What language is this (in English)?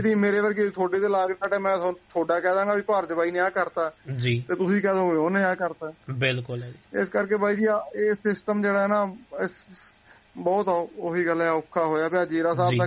Punjabi